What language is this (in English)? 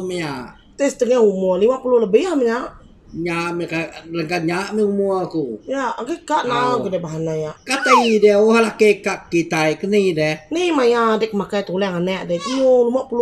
Iban